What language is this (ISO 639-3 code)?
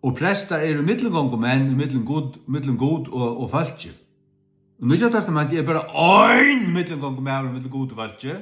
fao